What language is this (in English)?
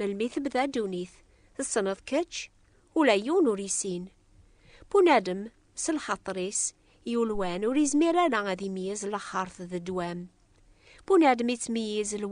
Kabyle